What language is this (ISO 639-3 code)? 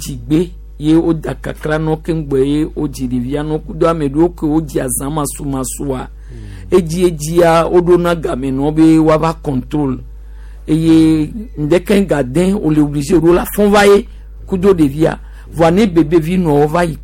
gej